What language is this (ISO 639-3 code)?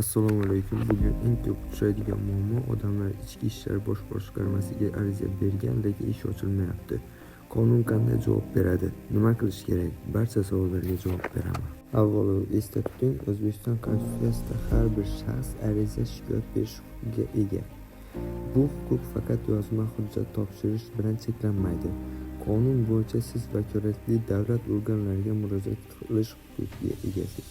uzb